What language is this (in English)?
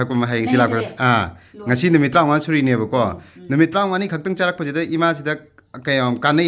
Manipuri